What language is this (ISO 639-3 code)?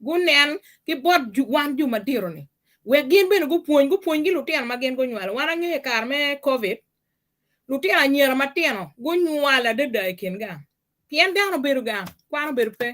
ach